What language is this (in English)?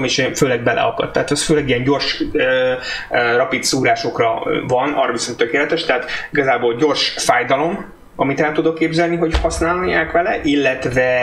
Hungarian